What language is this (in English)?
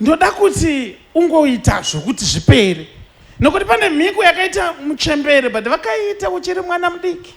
Shona